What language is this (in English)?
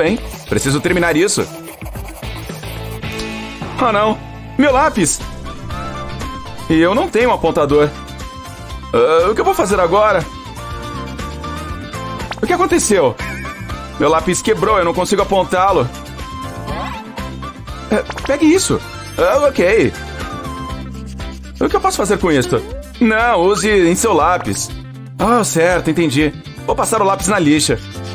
Portuguese